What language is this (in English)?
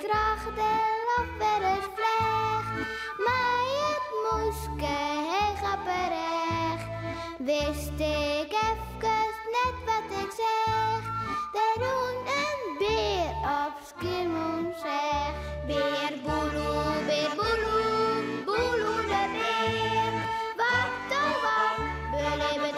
Western Frisian